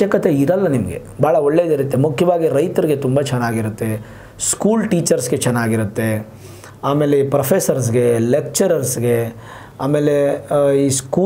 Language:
Kannada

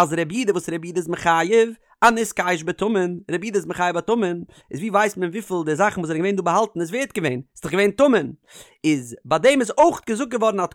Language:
Yiddish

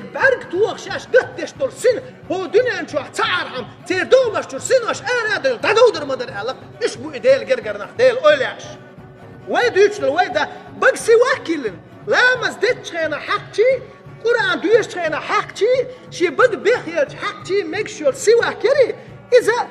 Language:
Chechen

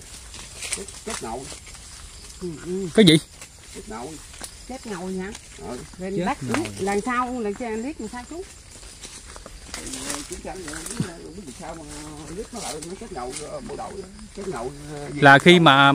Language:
Vietnamese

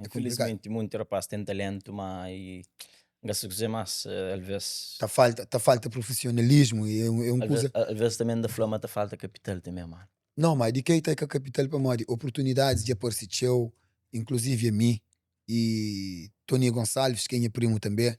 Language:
Kabuverdianu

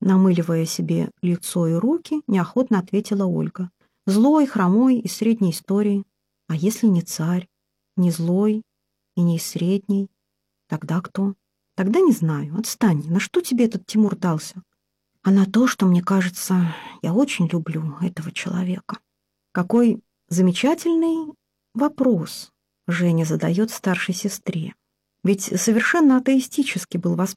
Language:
Russian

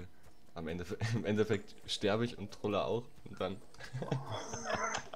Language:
German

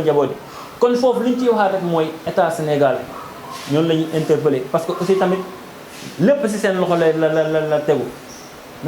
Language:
Wolof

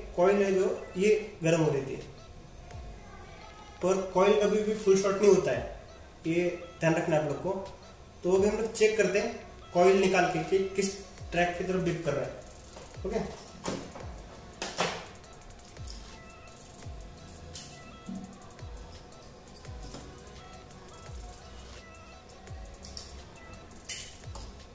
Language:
Hindi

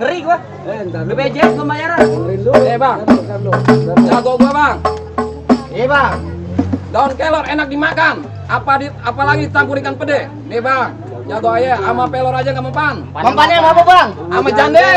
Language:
Betawi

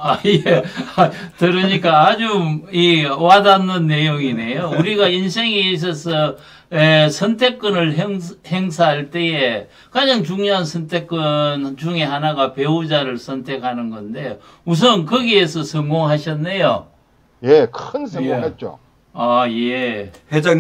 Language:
Korean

